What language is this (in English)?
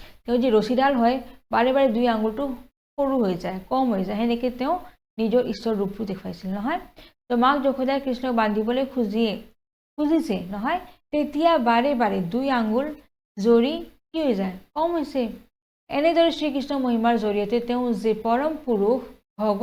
Assamese